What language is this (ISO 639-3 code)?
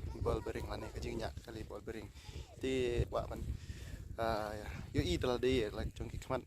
kha